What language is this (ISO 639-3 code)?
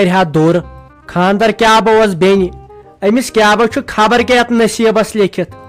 kas